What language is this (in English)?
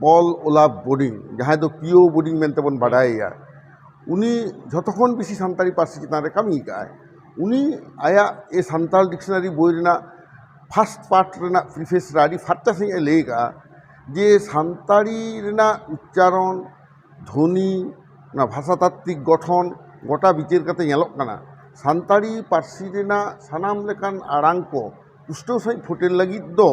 Santali